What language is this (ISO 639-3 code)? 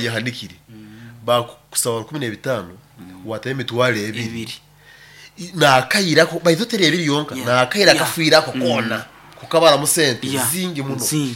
nyo